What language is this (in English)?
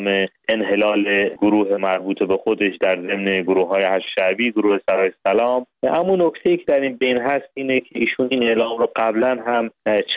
Persian